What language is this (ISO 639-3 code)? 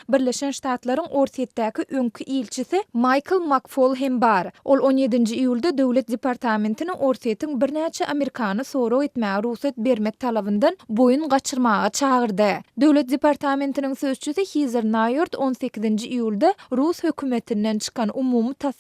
tuk